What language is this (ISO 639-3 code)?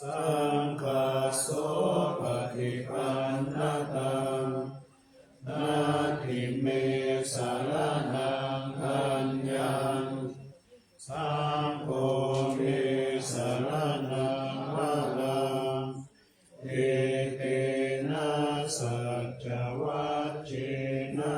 pli